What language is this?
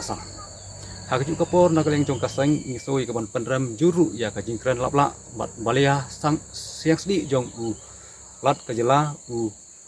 Khasi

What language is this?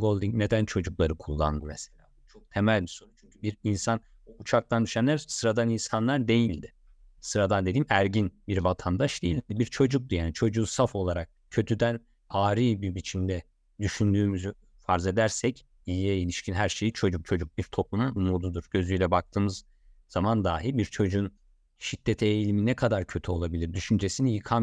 Turkish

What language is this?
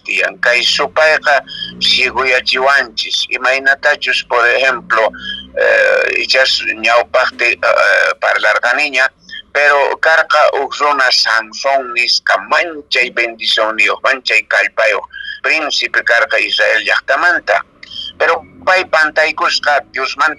Quechua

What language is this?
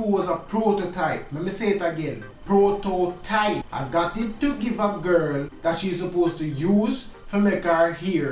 Jamaican Creole English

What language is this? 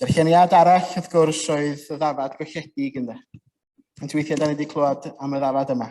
Welsh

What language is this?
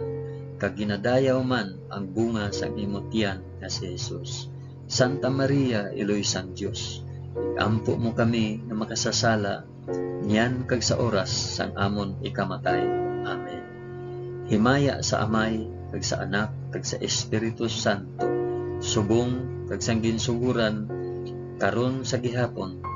Hiligaynon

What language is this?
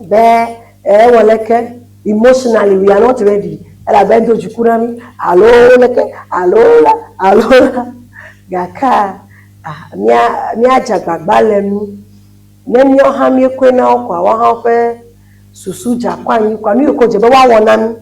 Ewe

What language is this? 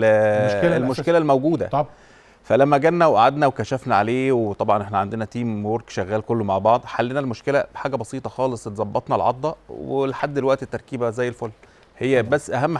Egyptian Arabic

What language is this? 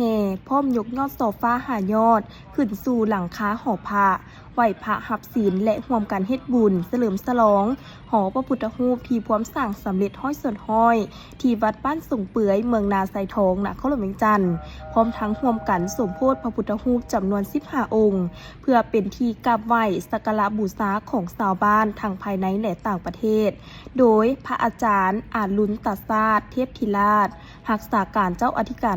Lao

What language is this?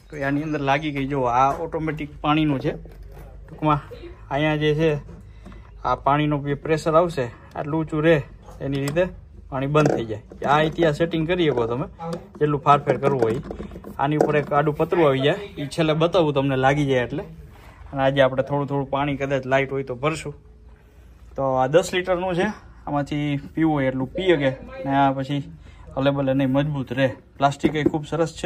Gujarati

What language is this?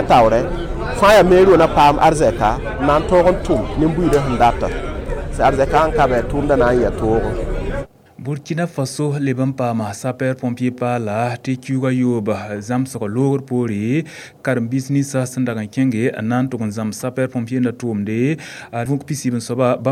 Mossi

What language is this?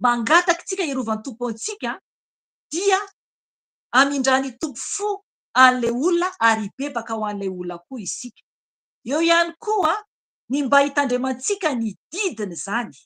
Malagasy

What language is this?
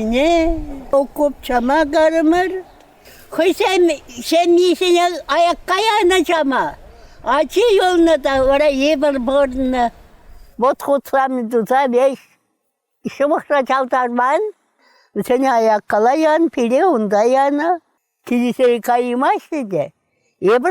Chuvash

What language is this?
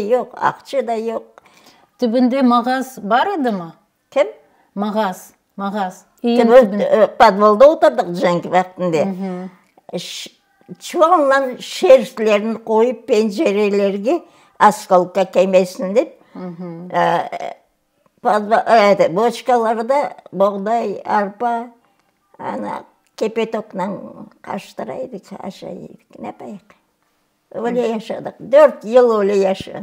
Crimean Tatar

